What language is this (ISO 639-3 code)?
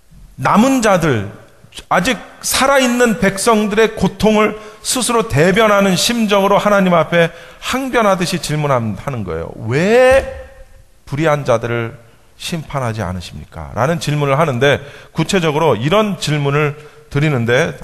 kor